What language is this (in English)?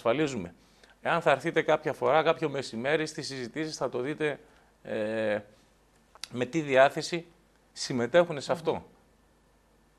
Greek